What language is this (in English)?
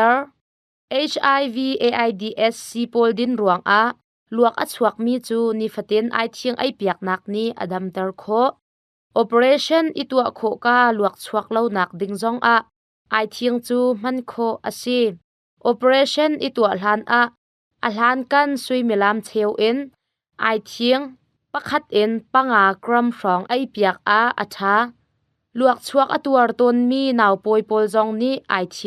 Hakha Chin